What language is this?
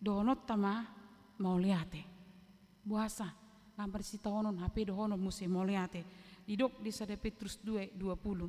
Batak Toba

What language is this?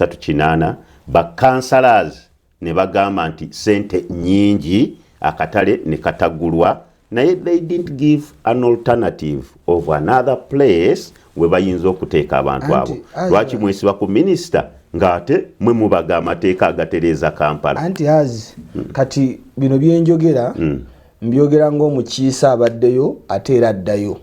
Ganda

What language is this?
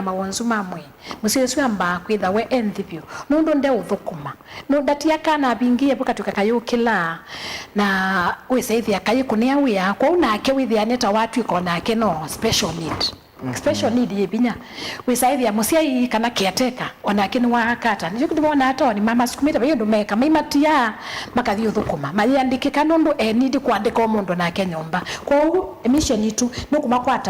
Kamba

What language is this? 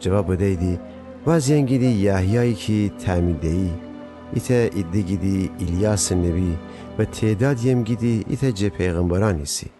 Gilaki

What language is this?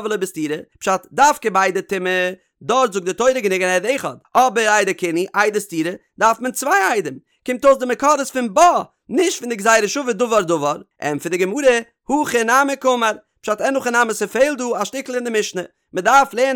Yiddish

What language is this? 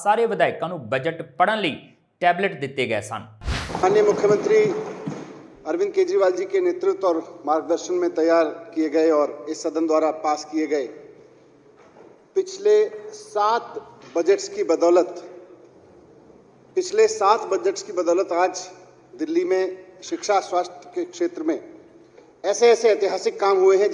Punjabi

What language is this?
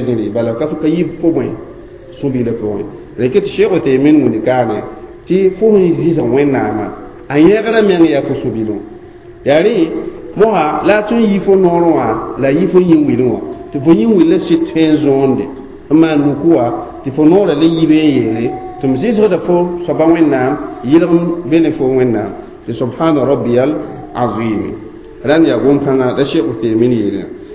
Mossi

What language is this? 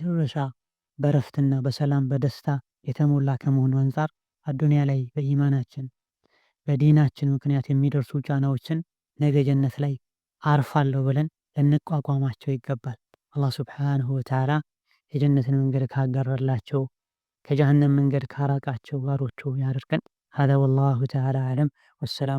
Amharic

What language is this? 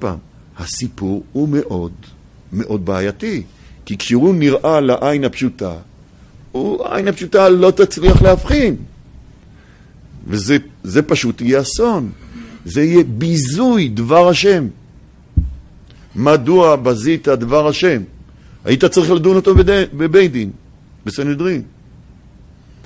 Hebrew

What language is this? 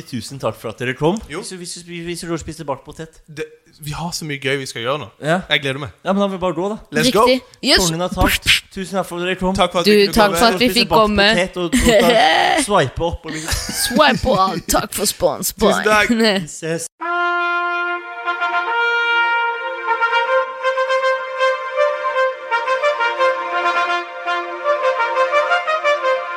Norwegian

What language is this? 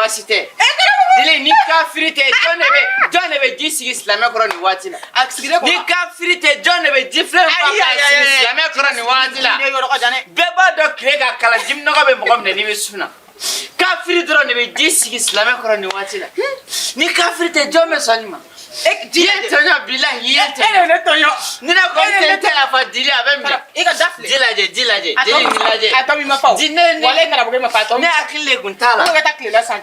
Bambara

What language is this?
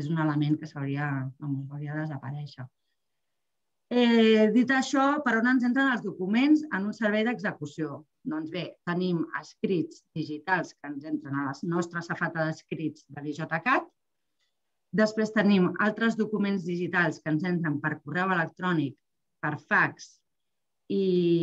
Catalan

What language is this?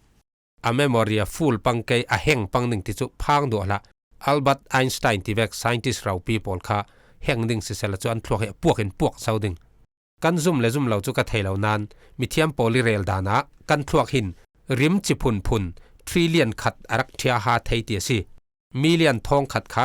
Falam Chin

